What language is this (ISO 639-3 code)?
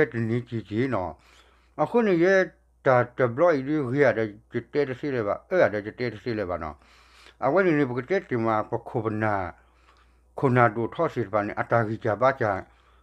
ksw